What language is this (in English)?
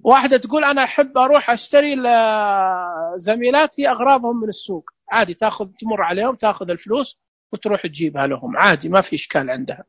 Najdi Arabic